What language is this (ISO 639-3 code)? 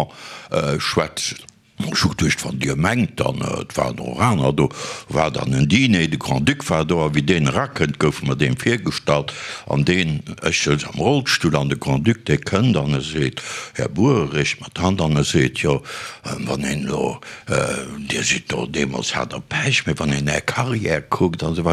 ltz